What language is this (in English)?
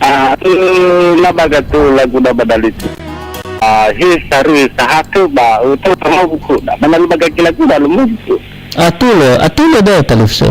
Nias